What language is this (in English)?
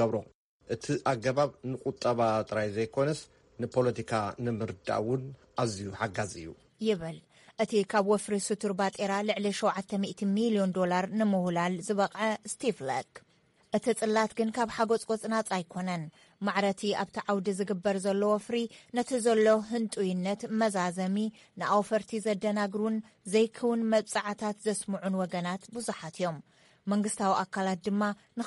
Tigrinya